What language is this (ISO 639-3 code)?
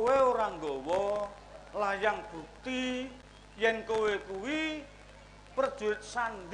jav